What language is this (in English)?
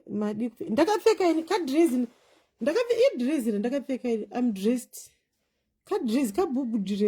Shona